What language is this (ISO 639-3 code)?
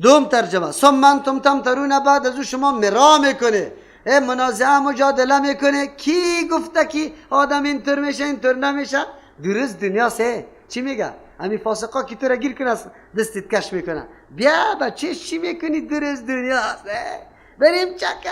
fas